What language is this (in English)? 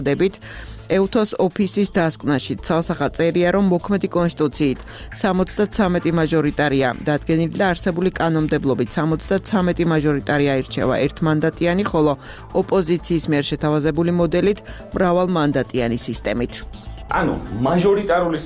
Georgian